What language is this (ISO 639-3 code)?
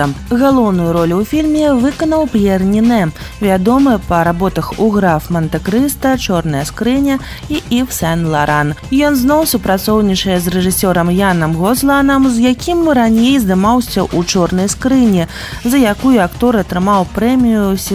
bel